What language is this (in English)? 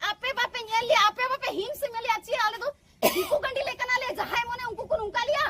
Santali